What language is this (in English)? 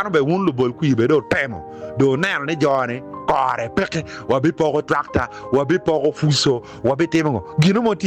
Acoli